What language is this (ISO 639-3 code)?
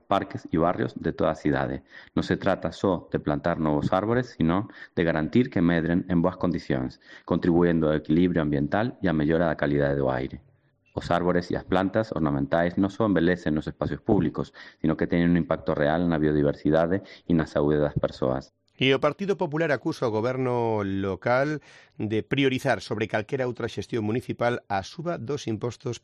glg